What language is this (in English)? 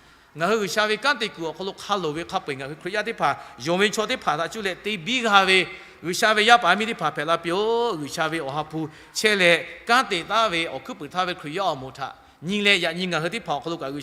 Lahu